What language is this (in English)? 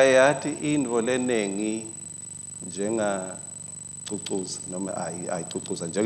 Swati